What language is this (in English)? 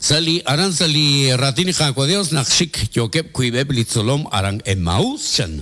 Kekchí